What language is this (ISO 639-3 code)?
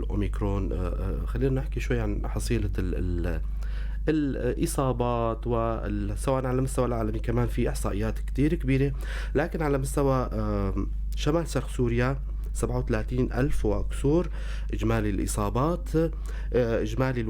apc